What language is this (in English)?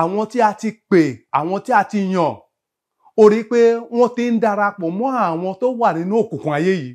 Yoruba